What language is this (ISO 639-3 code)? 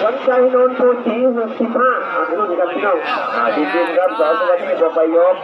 tts